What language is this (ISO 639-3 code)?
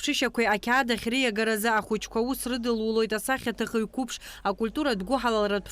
abk